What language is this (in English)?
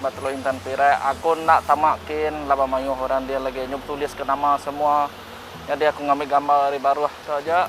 Iban